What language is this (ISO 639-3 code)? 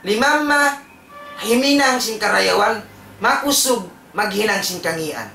tsg